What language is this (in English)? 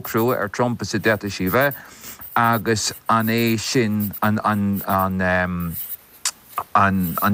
Irish